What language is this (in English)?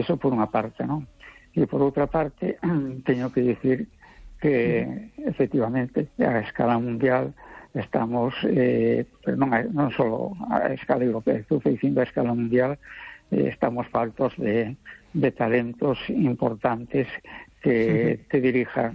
Galician